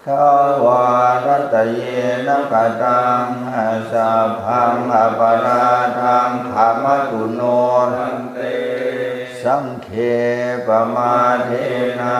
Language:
Pali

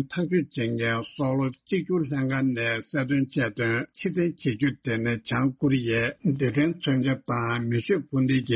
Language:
Tibetan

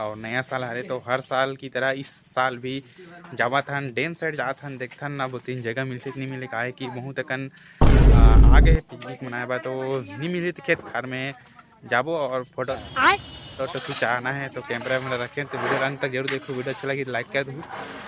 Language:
Chhattisgarhi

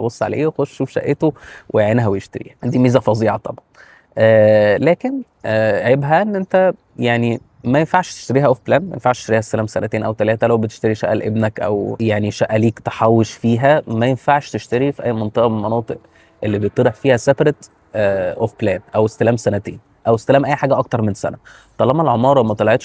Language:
Egyptian Arabic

